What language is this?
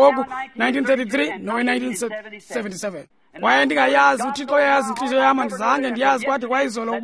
Xhosa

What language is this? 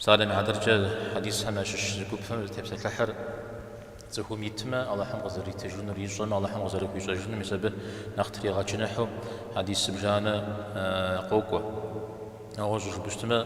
Kabardian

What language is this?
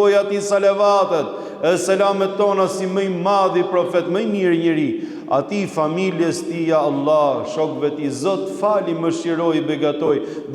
Albanian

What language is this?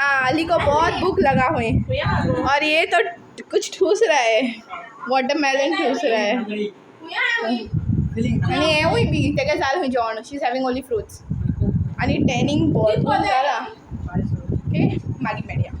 Konkani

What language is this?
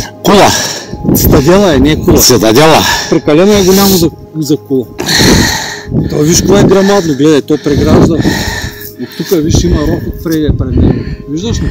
Bulgarian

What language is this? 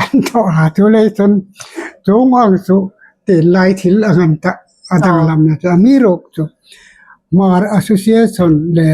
Hmar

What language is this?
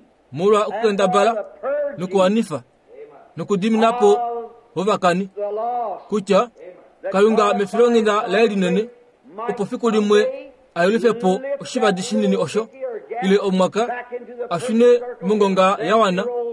Kuanyama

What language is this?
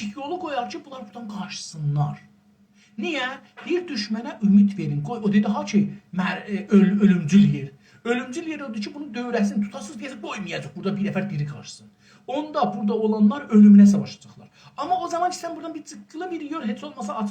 South Azerbaijani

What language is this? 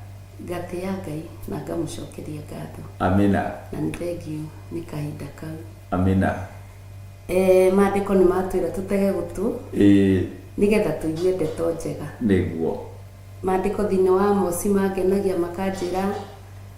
Kikuyu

